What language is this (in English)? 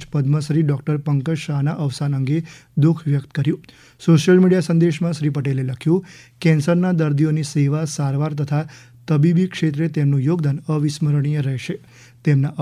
Gujarati